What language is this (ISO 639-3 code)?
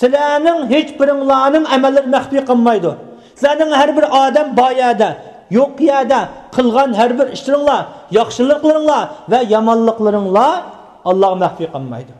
uig